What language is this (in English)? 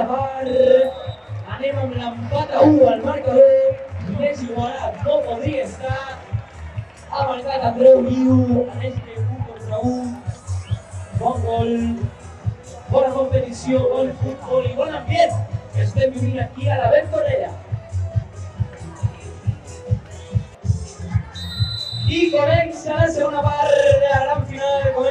Catalan